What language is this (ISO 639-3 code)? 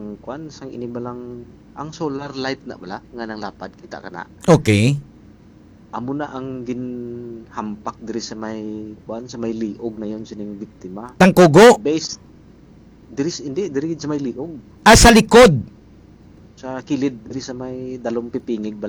hil